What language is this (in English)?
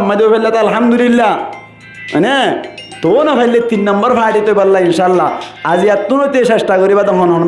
Rohingya